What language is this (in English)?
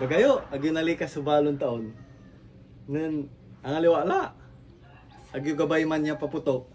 Pangasinan